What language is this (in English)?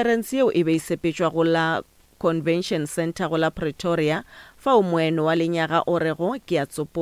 Northern Sotho